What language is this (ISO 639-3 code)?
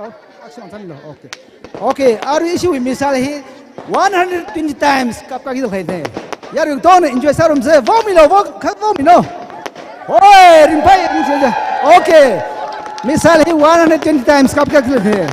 nmf